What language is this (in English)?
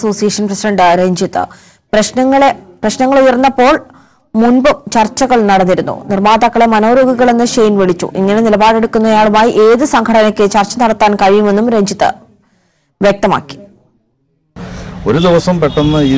Malayalam